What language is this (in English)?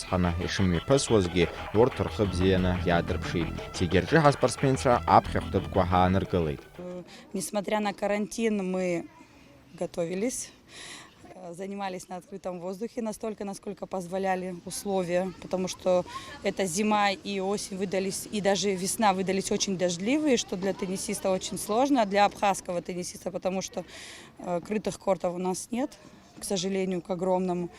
Abkhazian